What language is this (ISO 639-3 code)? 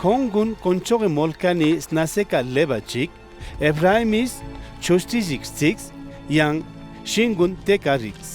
lbj